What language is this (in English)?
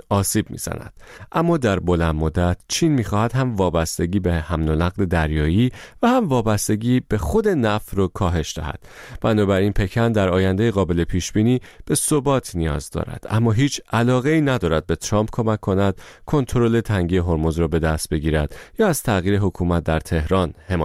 Persian